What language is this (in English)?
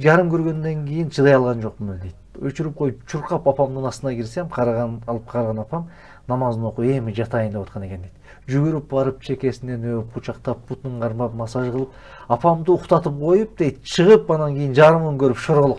Kyrgyz